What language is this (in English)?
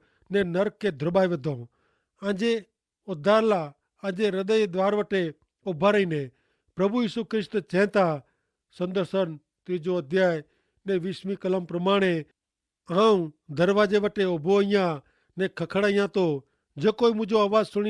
Kachhi